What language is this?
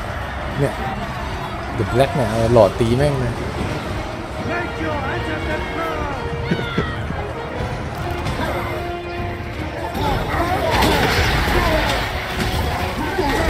Thai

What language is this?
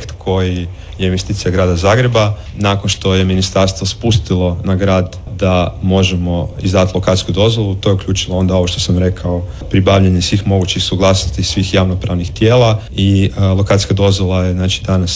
Croatian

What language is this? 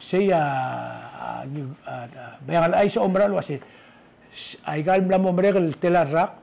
Palauan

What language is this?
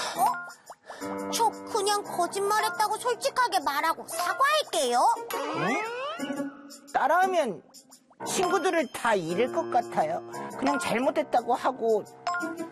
Korean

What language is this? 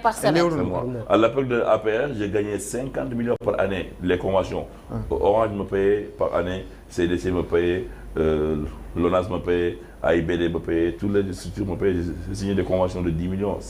Fula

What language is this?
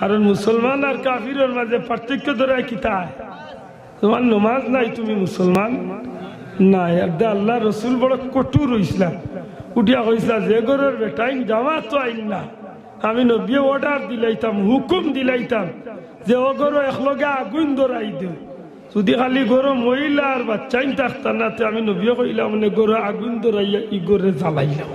Sylheti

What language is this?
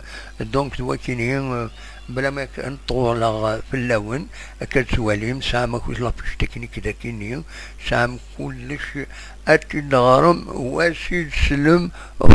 Kabyle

